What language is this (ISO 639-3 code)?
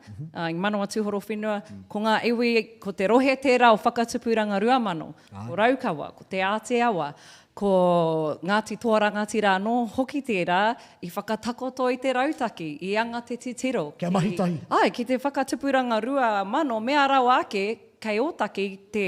mri